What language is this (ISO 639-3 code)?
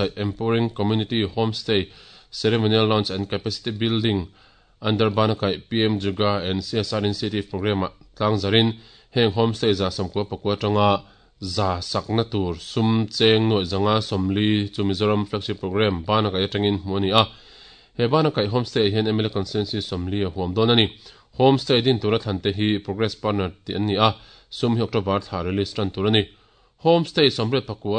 lus